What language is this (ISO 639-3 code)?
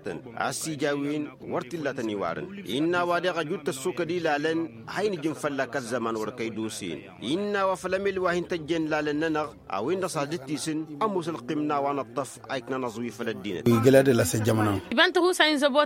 taq